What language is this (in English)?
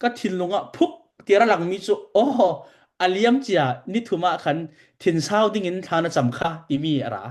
Falam Chin